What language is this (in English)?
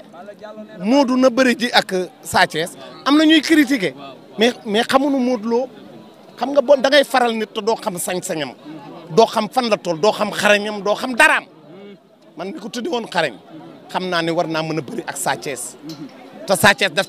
Wolof